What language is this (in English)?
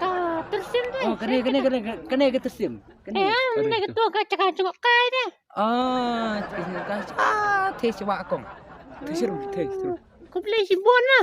Khasi